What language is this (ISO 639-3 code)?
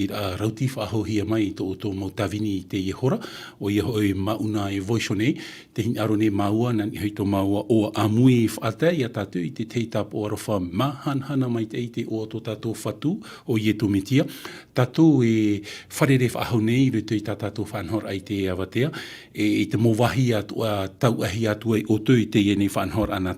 tah